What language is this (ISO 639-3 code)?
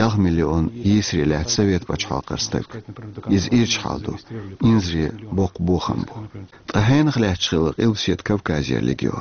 che